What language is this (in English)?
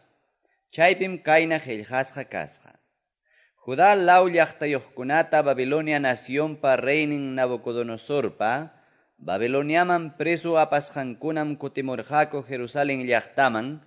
Quechua